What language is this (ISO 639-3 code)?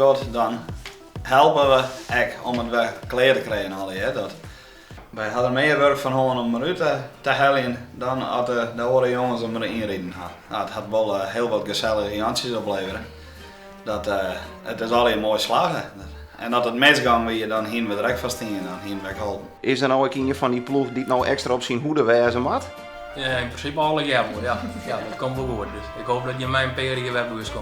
fry